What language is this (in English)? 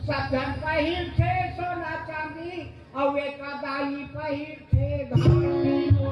Chhattisgarhi